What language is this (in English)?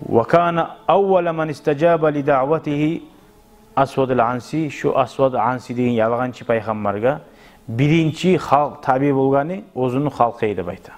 Kumyk